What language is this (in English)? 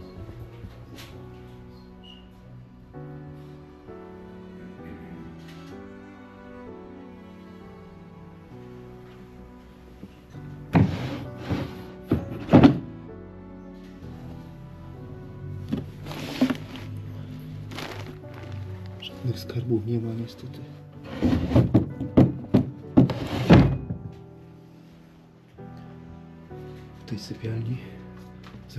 Polish